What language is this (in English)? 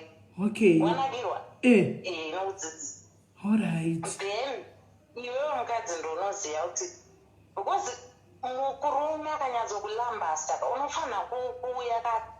Shona